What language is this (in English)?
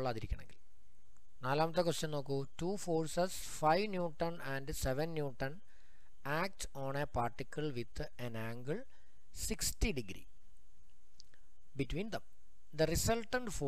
Malayalam